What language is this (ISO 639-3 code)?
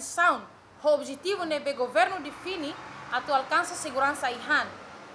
tet